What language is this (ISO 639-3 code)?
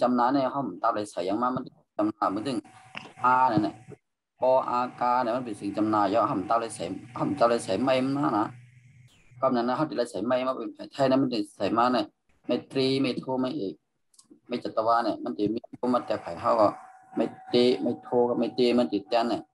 shn